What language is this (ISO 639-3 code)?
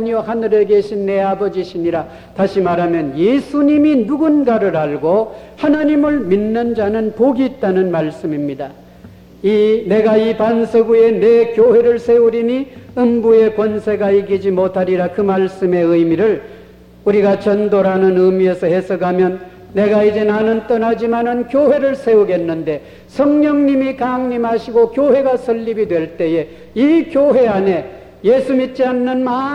kor